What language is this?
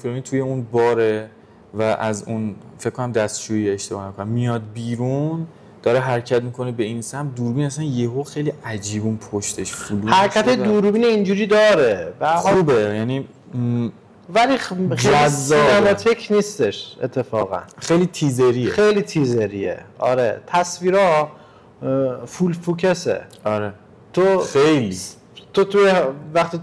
Persian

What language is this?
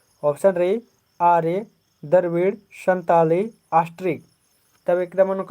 Kurukh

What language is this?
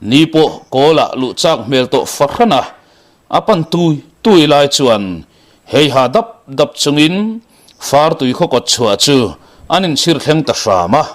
Mizo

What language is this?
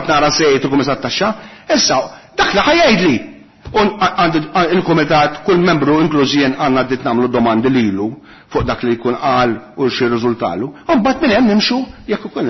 Maltese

